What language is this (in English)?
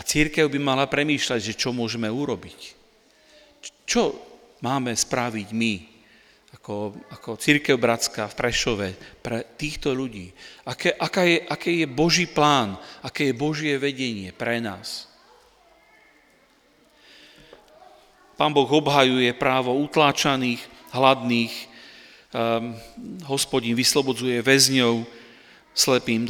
Slovak